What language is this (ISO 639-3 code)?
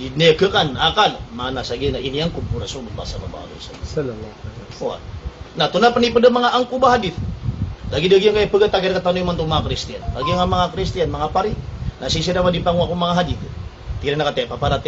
mrw